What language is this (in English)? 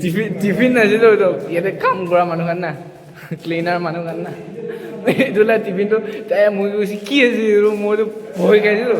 Naga Pidgin